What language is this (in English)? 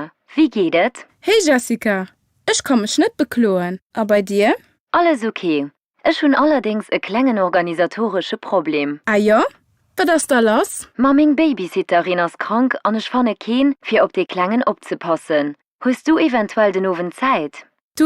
Luxembourgish